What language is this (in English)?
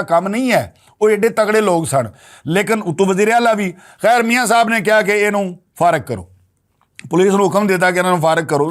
Western Panjabi